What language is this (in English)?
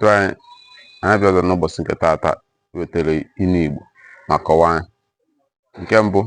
Igbo